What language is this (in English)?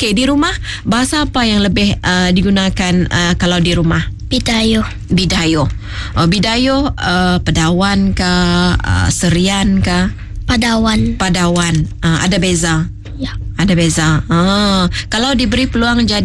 Malay